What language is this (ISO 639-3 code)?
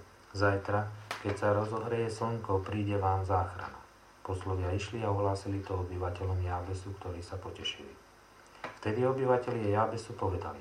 slk